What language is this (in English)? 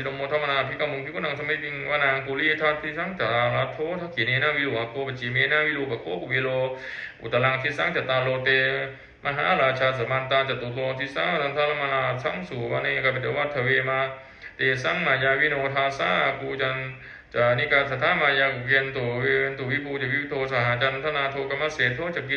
Pali